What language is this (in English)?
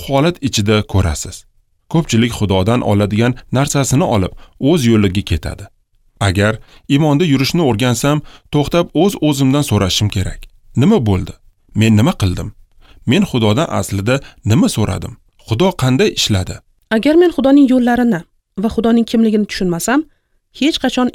Uzbek